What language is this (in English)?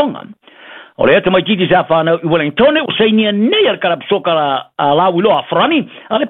Samoan